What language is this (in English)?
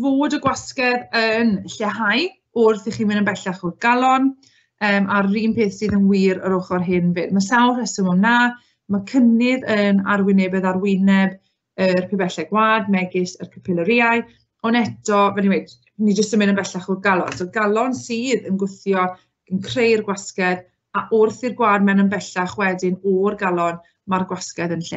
Welsh